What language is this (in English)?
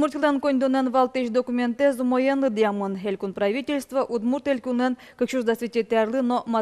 Udmurt